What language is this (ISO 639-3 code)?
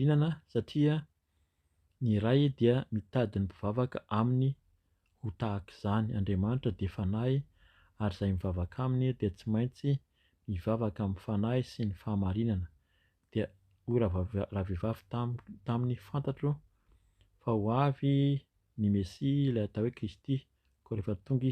mlg